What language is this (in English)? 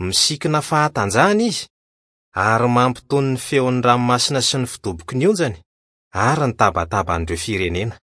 Malagasy